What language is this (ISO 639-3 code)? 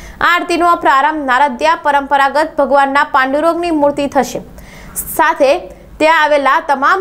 guj